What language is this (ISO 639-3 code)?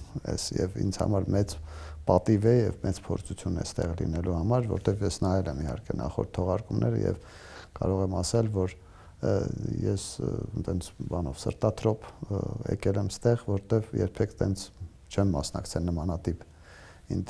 hye